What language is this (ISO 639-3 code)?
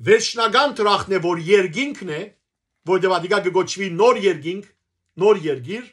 hyw